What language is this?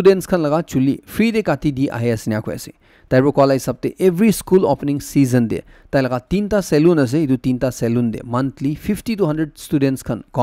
Naga Pidgin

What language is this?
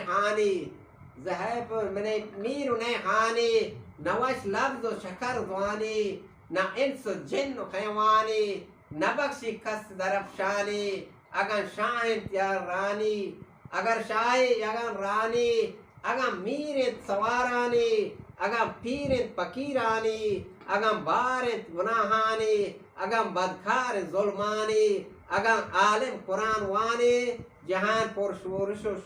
Eastern Balochi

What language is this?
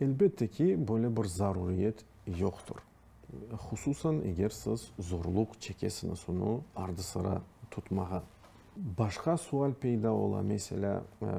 Crimean Tatar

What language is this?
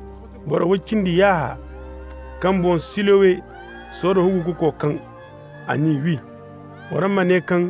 Koyraboro Senni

